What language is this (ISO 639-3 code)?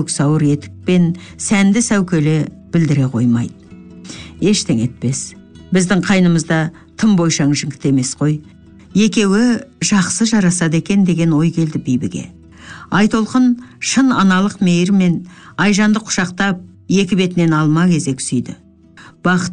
kaz